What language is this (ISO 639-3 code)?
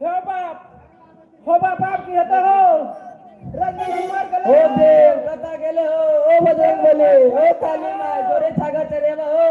mai